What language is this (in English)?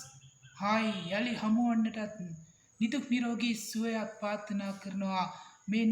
Sinhala